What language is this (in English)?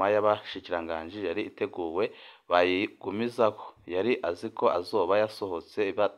Rundi